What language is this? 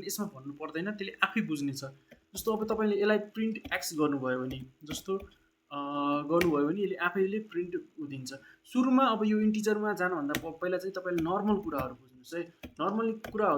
Nepali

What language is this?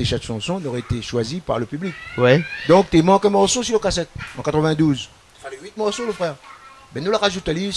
Réunion Creole French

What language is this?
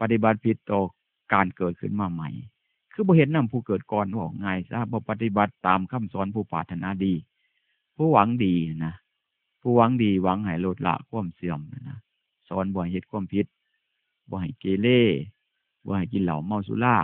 Northeastern Thai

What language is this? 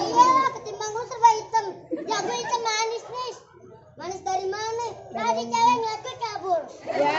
Betawi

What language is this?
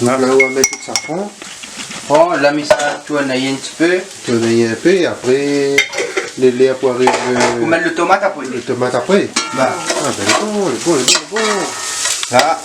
Réunion Creole French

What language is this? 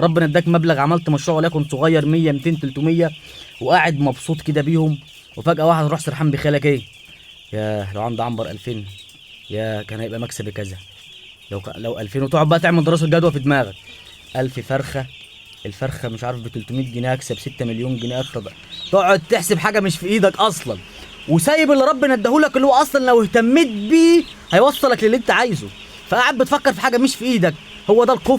Egyptian Arabic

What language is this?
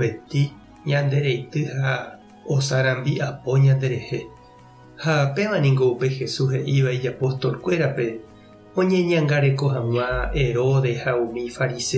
Guarani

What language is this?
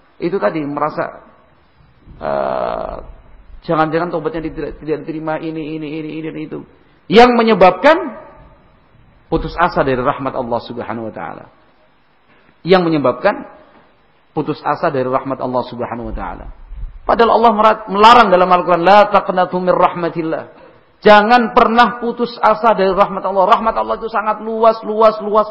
Indonesian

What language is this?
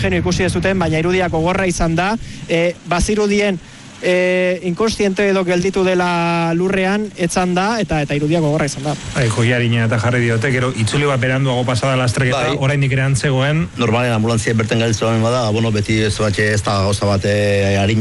Basque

